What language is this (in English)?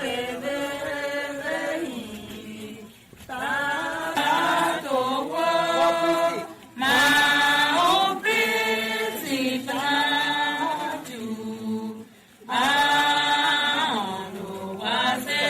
Tiv